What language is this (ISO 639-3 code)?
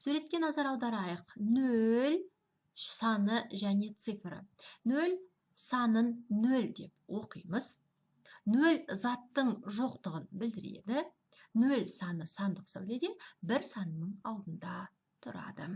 kaz